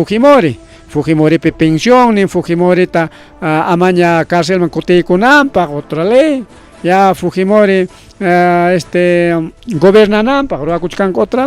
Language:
Ayacucho Quechua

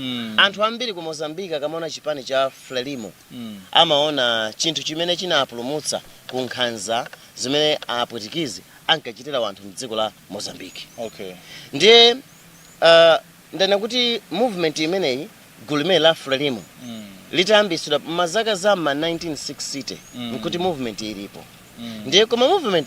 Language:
Nyanja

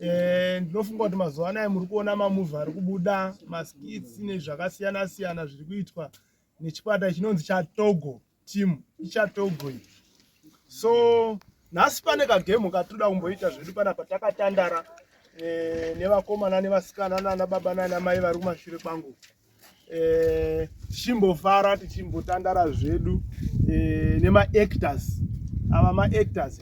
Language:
Shona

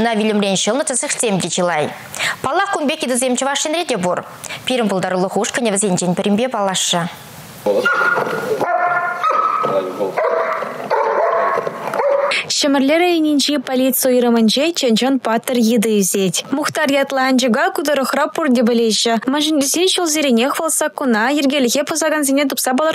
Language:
Chuvash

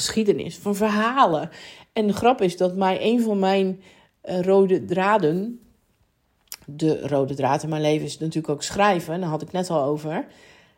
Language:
Dutch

